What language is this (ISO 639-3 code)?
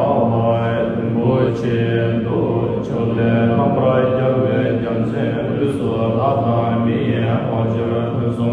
bod